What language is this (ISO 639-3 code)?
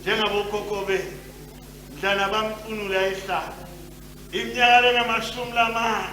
ssw